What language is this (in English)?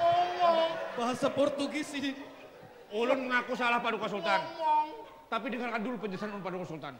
Banjar